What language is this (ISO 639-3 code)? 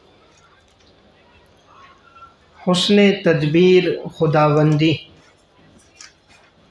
urd